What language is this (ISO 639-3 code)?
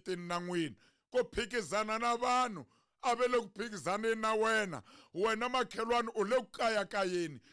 tso